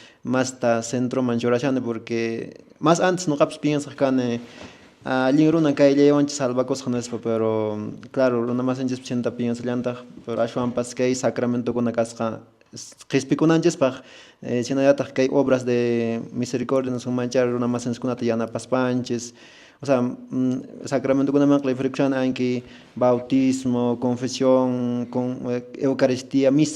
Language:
Quechua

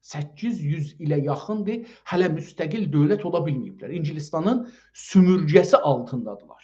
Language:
South Azerbaijani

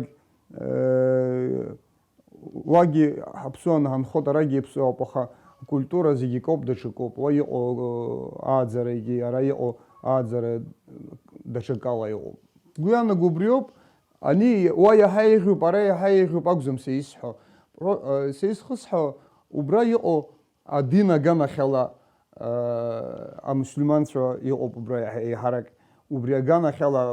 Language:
Abkhazian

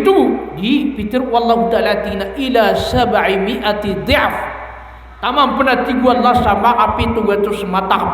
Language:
Maranao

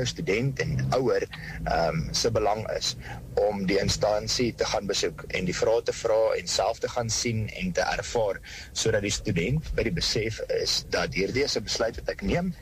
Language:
Afrikaans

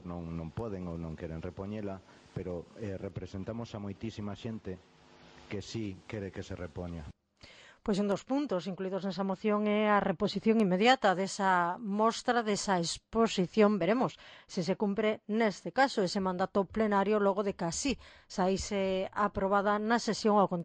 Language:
Galician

